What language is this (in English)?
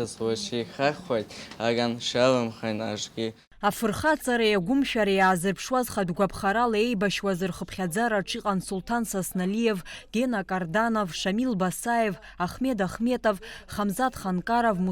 Abkhazian